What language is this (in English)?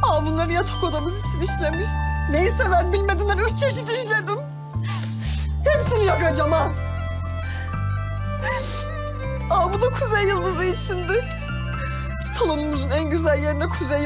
Turkish